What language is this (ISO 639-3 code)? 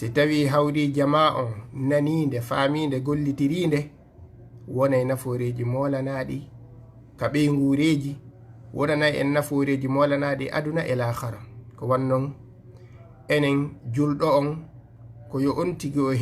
ful